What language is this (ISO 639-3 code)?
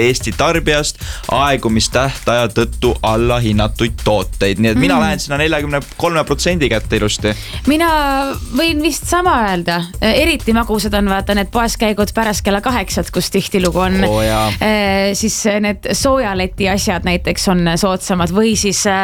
est